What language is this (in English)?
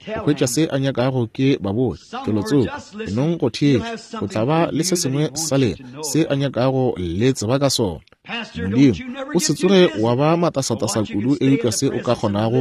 Northern Sotho